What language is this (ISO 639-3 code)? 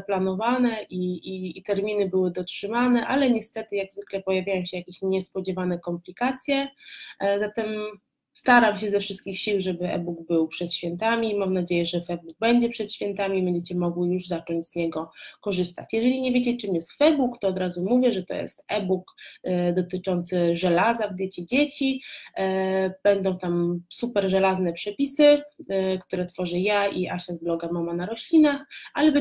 pol